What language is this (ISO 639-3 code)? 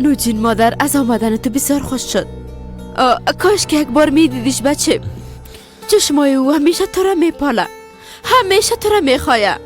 fas